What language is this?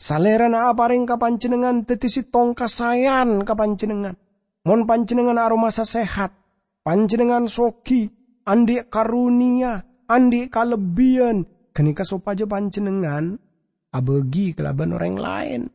Madurese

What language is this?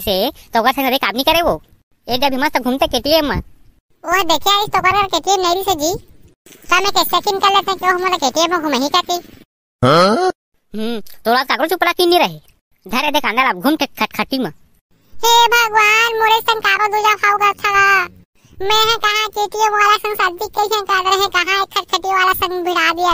Chhattisgarhi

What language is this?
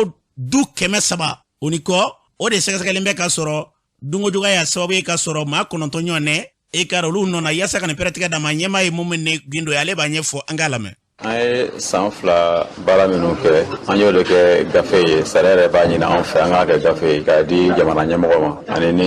Bambara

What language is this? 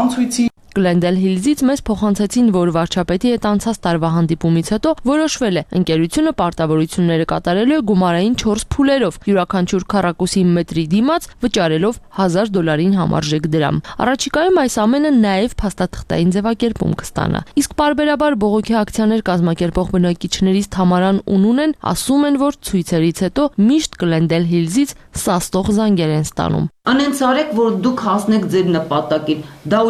Armenian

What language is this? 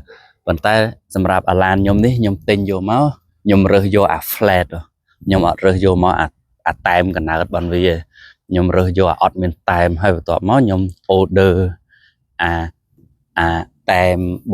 Khmer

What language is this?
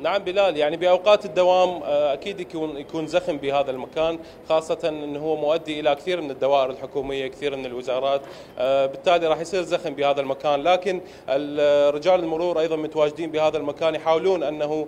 Mesopotamian Arabic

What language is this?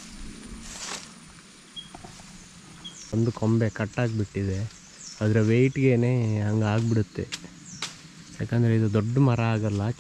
Kannada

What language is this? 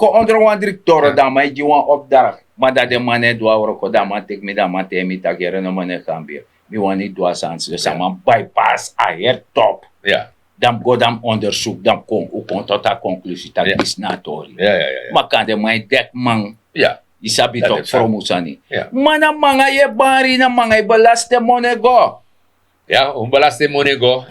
Sranan Tongo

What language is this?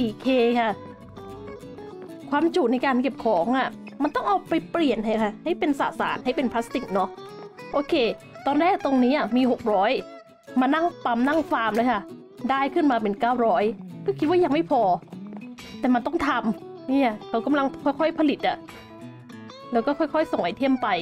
Thai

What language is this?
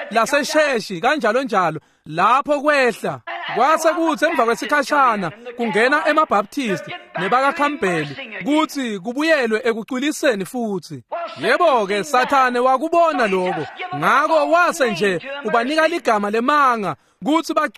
Swati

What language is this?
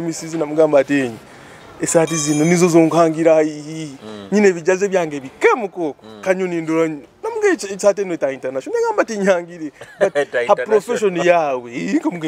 Nyoro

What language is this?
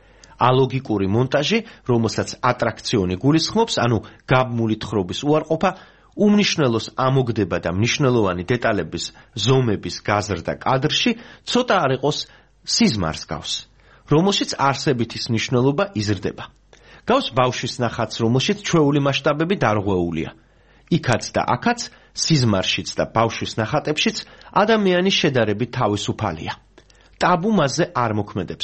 Georgian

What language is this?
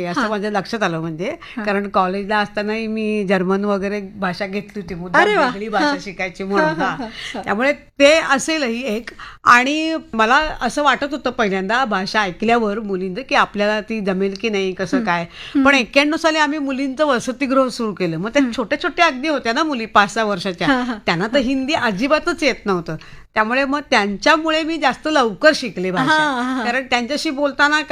Marathi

